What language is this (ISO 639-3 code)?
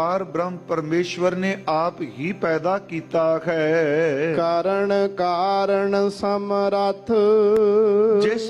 pan